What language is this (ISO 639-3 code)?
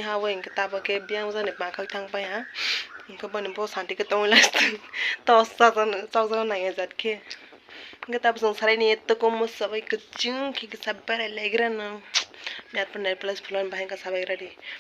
trp